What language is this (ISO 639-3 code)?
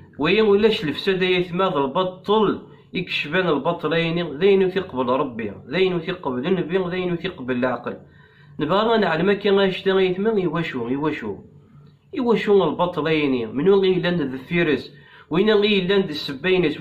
kab